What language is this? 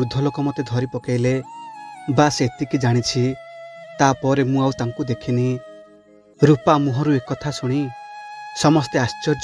Odia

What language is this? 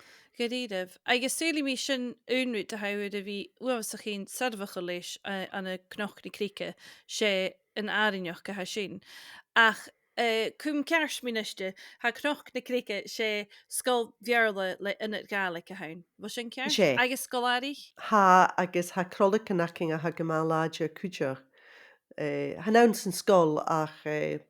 Scottish Gaelic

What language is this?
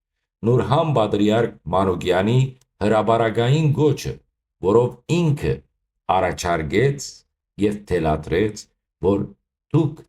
Western Armenian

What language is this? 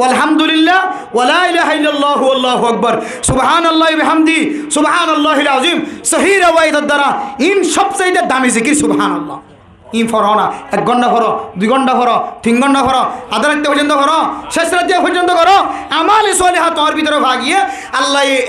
Rohingya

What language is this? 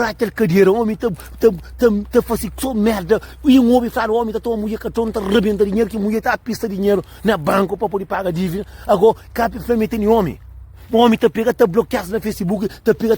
Kabuverdianu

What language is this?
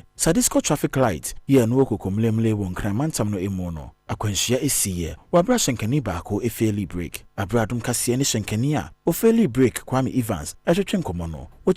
Akan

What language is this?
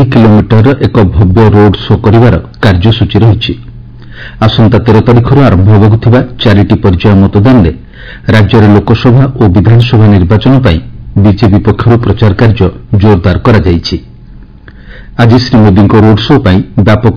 Odia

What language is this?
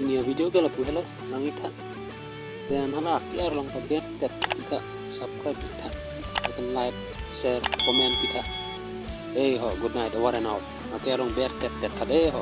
Karbi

